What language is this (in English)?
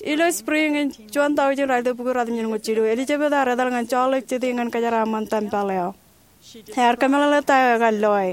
Marshallese